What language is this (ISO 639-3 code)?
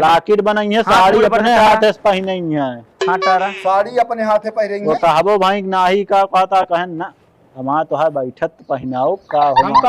awa